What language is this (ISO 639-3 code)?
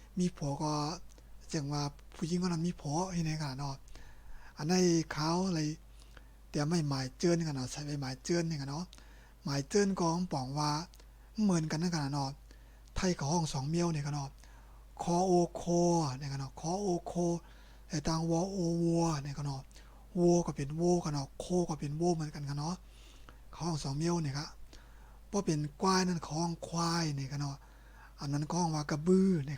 shn